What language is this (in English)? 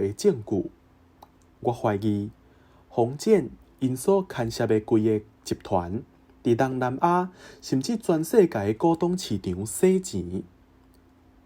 Min Nan Chinese